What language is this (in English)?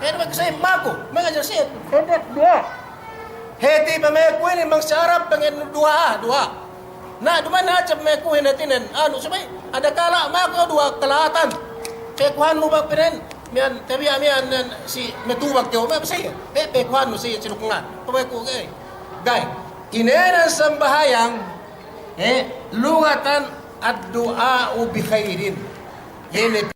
Yakan